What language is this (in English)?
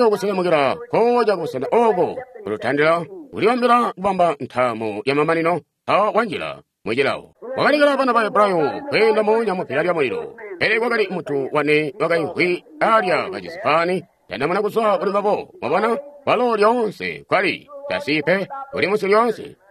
Tonga (Zambia)